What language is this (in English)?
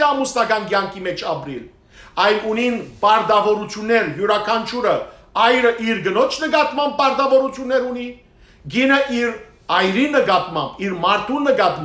Western Armenian